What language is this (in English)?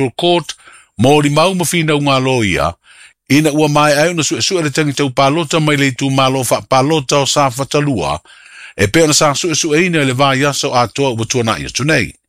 Samoan